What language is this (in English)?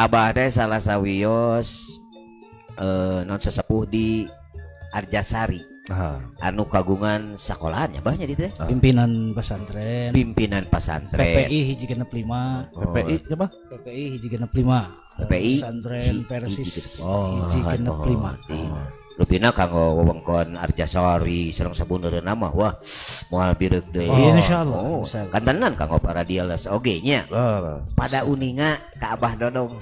Sundanese